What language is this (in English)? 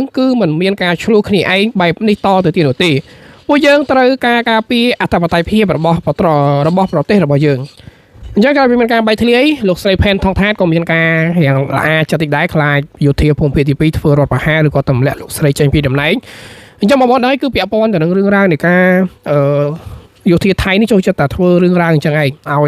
Khmer